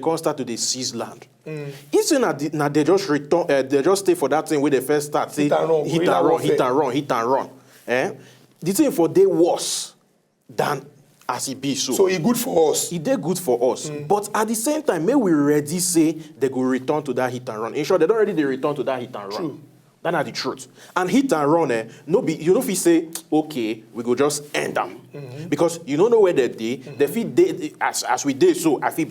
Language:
Nigerian Pidgin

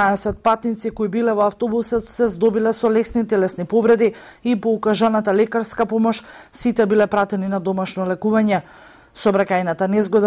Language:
Macedonian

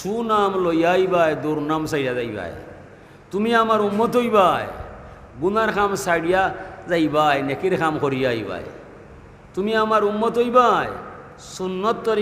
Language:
Sylheti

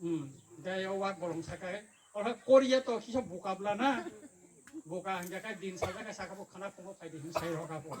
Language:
Kok Borok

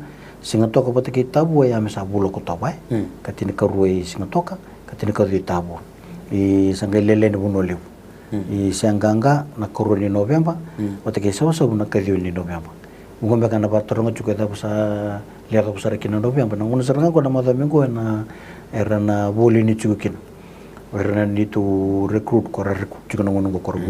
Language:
Fijian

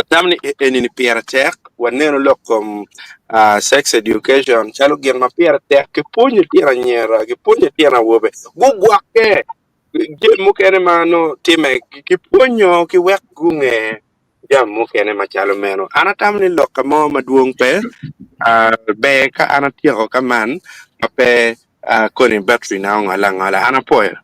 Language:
Acoli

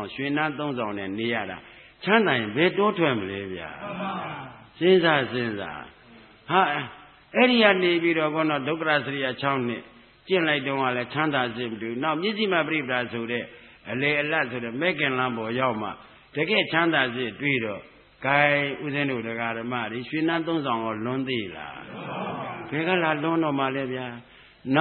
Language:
Burmese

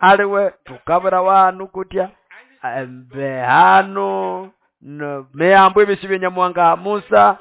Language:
Nande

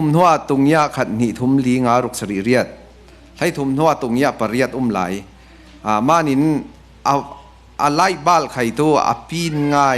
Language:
Falam Chin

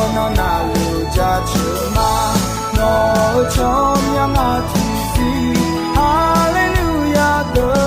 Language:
Akha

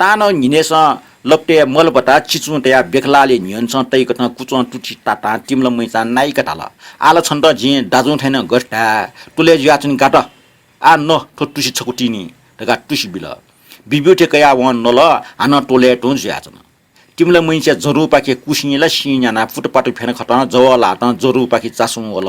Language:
Newari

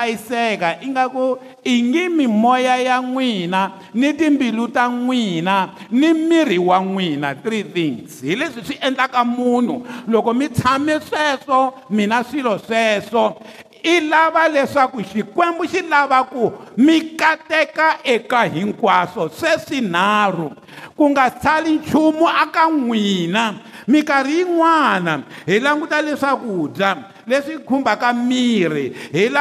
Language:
Tsonga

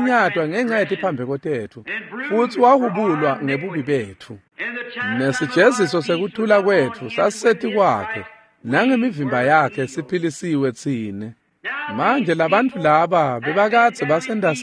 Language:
Swati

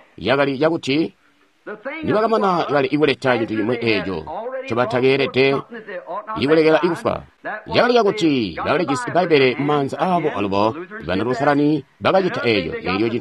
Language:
Tonga (Zambia)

